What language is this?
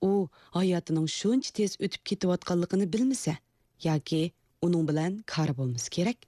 Uyghur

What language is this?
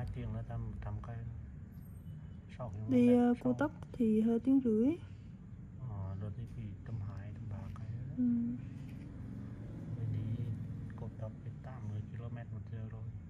Vietnamese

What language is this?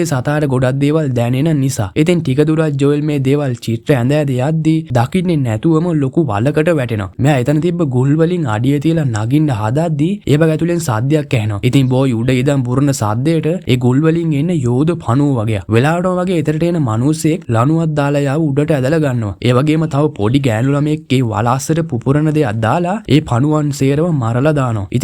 Sinhala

